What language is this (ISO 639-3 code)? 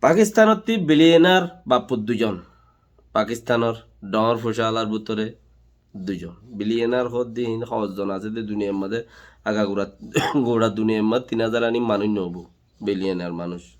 rhg